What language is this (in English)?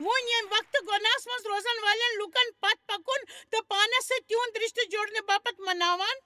Kashmiri